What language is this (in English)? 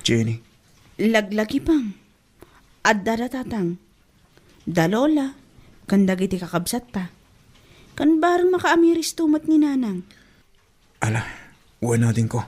Iloko